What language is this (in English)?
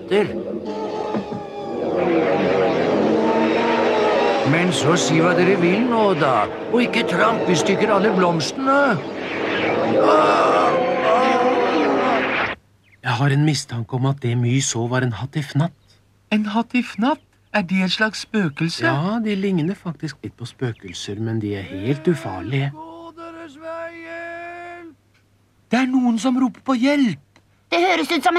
Norwegian